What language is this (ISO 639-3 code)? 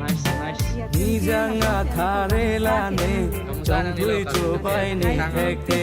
mjw